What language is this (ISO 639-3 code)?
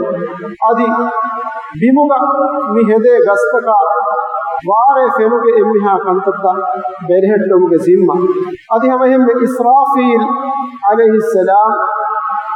div